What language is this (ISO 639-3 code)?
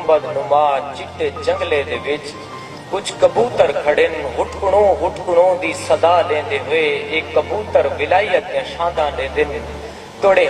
skr